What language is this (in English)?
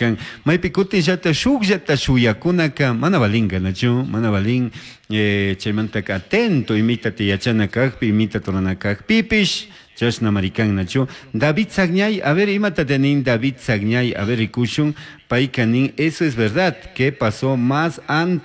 Chimborazo Highland Quichua